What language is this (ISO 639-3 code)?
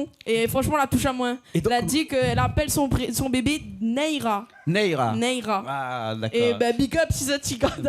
rcf